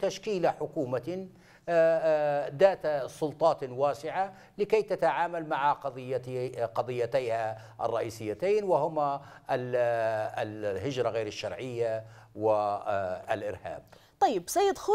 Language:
Arabic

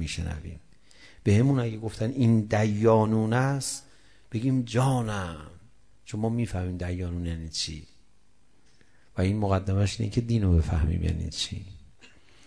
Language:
Persian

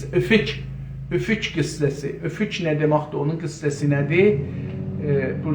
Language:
South Azerbaijani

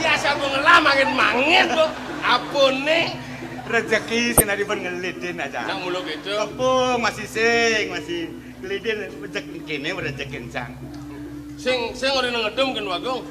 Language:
Balinese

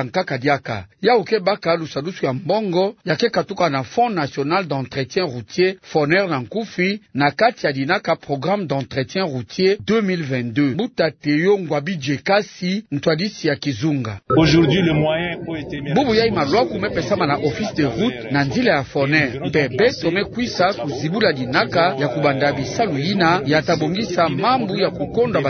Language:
Kituba (Democratic Republic of Congo)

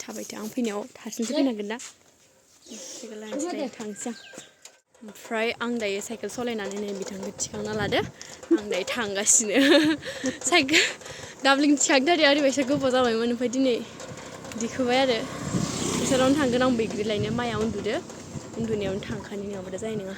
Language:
Bodo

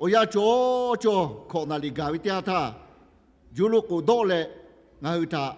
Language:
Lahu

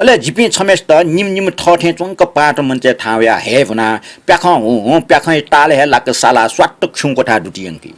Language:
Newari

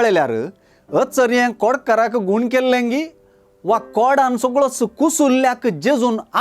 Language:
Konkani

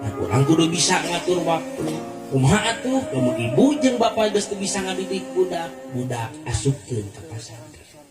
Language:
Sundanese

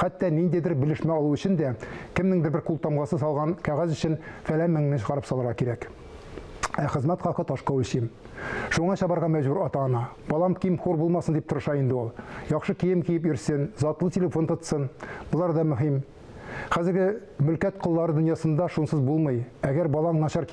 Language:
Tatar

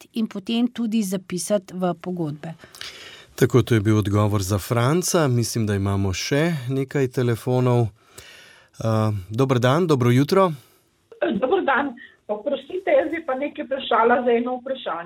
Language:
Slovenian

